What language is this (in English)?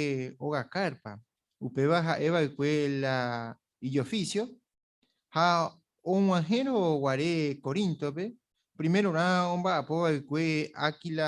Guarani